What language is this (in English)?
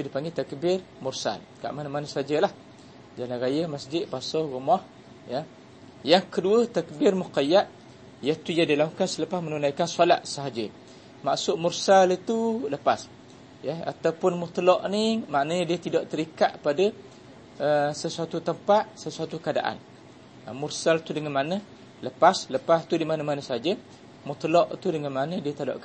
Malay